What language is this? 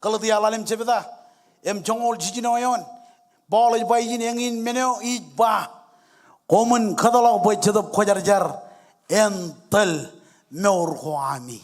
Marshallese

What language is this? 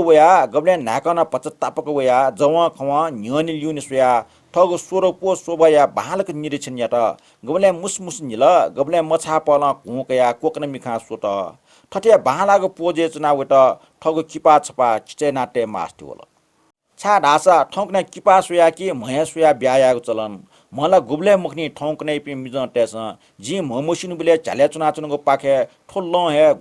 Newari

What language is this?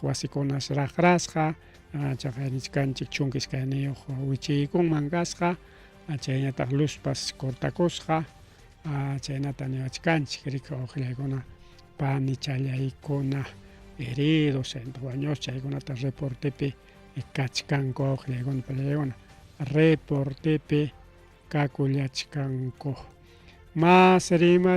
Ayacucho Quechua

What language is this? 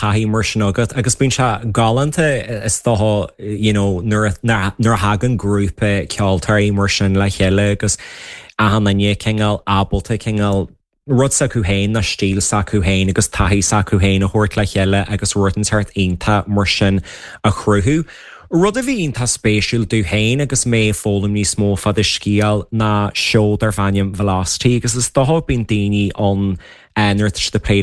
Irish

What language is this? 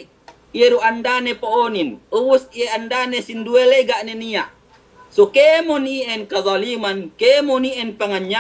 Yakan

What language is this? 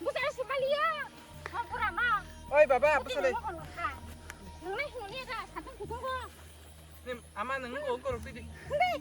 Kok Borok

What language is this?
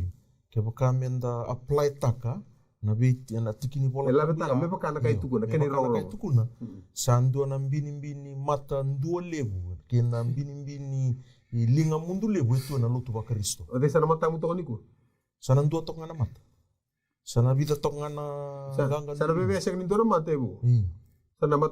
Fijian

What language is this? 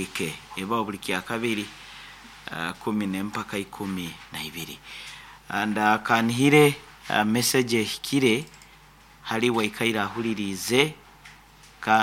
Nyoro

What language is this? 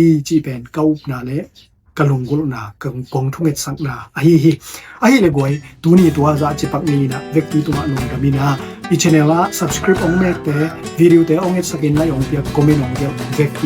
Tedim Chin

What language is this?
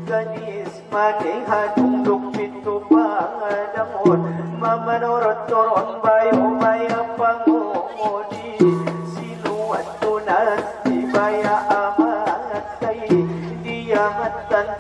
Batak Angkola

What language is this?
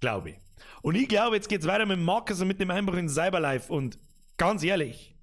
Bavarian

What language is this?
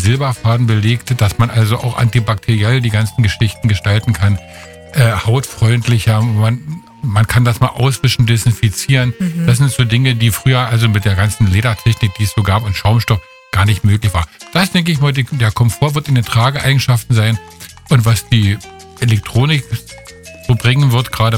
German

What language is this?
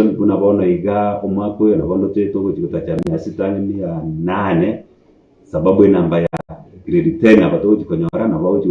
Gusii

